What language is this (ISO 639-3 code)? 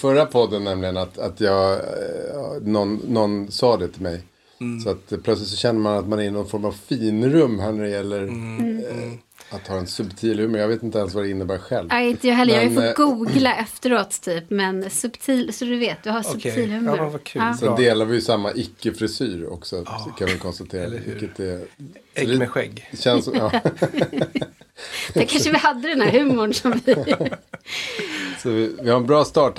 swe